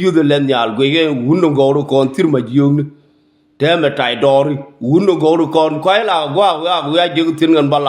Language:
Nuer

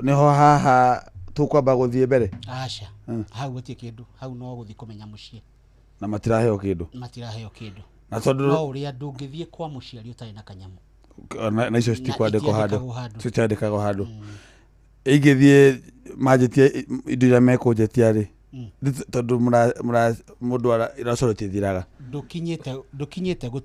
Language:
Kikuyu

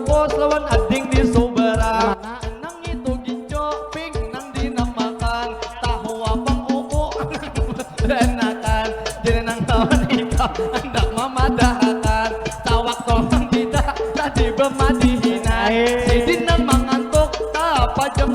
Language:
Banjar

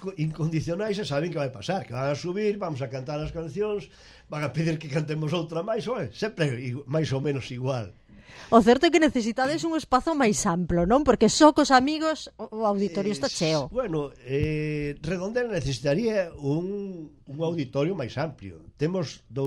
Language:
Galician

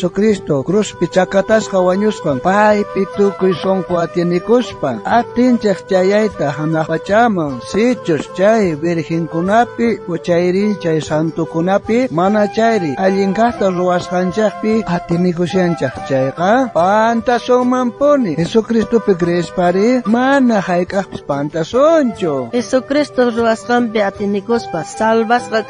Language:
South Bolivian Quechua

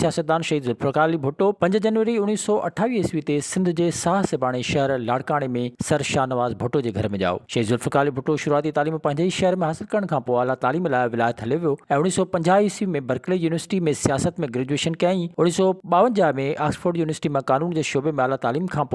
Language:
Sindhi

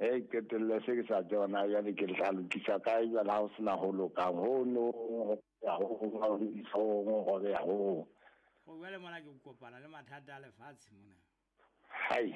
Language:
Southern Sotho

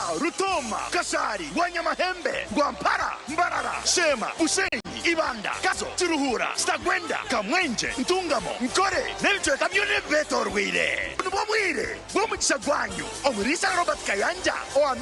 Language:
Nyankole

